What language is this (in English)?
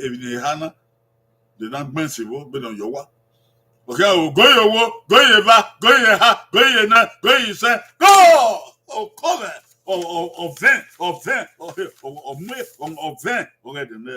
Bini